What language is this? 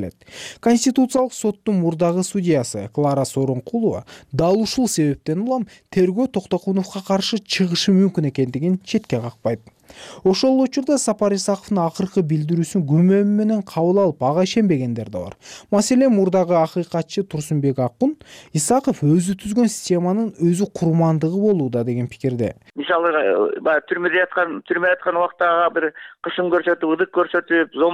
Kyrgyz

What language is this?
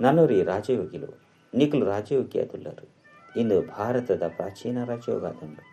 Tulu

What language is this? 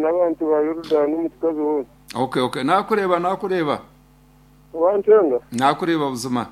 Nyankole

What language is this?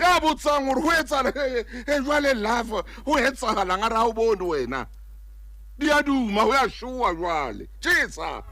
Southern Sotho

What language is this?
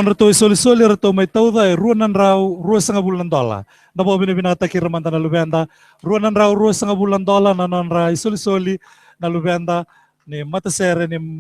Fijian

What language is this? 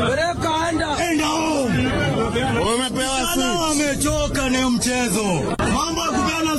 Swahili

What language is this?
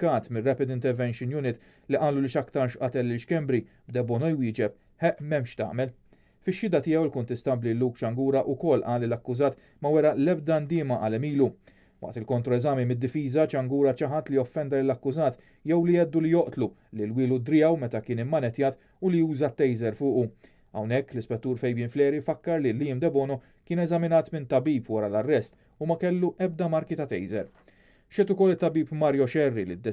Maltese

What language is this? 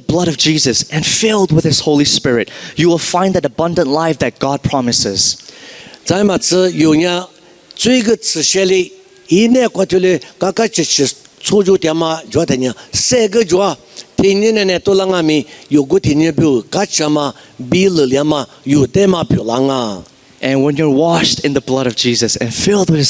Lisu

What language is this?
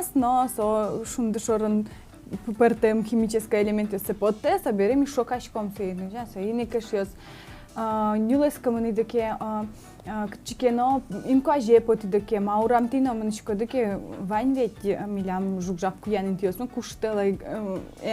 Udmurt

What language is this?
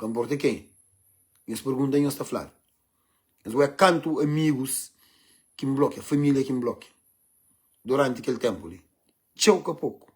Kabuverdianu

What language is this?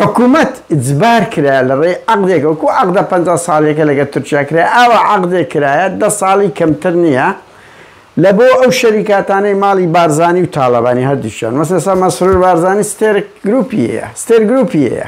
Central Kurdish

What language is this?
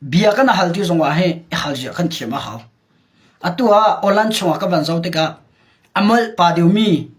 Hakha Chin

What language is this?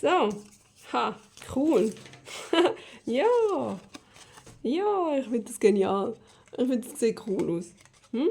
Swiss German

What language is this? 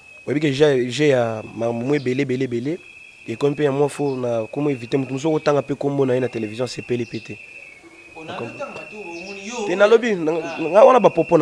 Lingala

